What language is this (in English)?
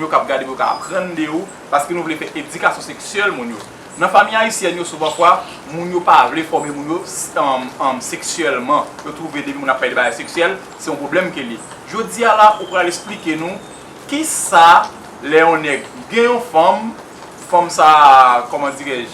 Haitian Creole